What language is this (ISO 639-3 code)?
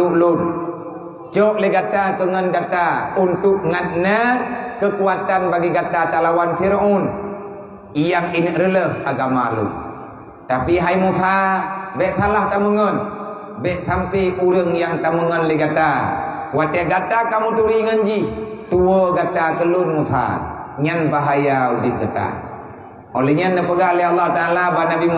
ace